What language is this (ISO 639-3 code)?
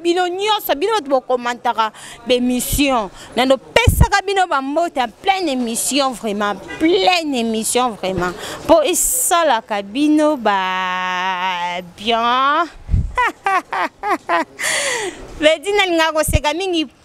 lin